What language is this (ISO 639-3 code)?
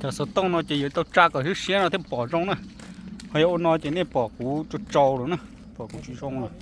hmn